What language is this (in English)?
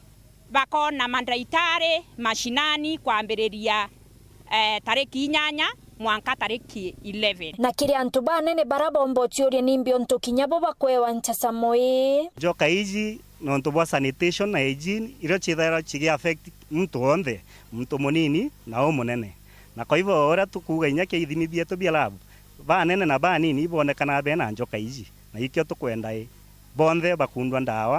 Meru